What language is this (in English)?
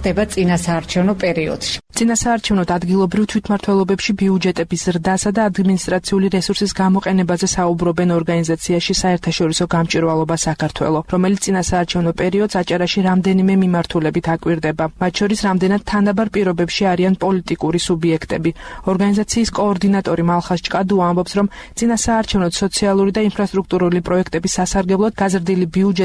Georgian